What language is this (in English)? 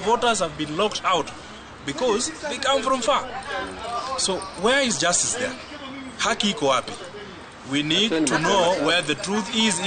Kikuyu